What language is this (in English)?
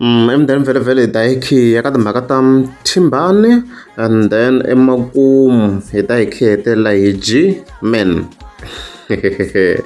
Tsonga